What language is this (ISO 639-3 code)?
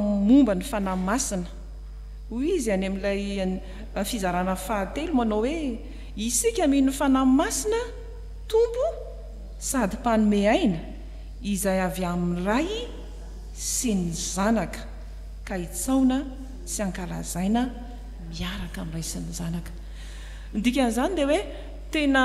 mlg